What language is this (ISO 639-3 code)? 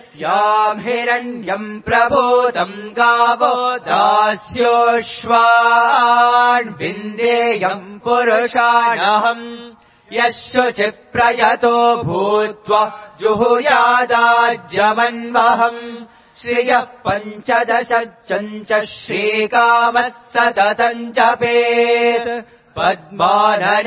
san